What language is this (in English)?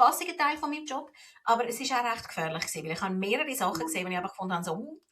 Swiss German